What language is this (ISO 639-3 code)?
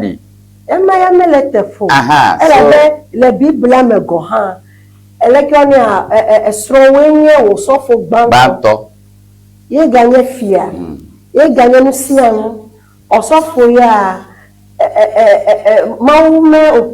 ewe